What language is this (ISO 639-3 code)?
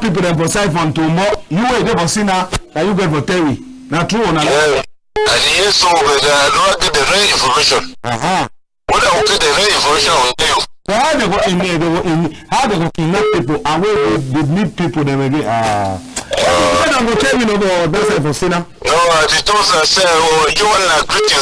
wes